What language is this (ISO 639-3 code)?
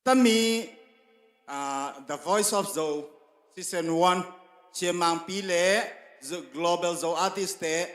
ctd